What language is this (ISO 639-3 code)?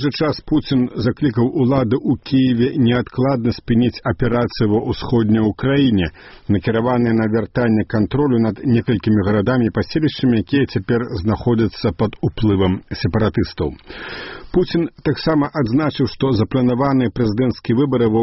bel